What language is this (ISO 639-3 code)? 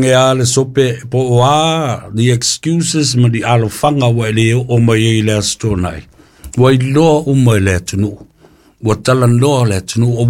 smo